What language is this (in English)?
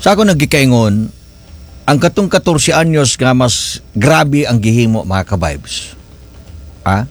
Cebuano